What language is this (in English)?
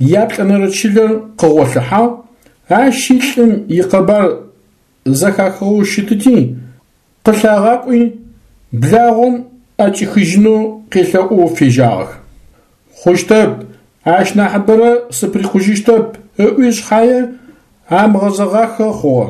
Adyghe